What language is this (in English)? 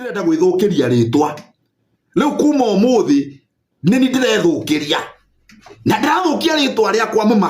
Kikuyu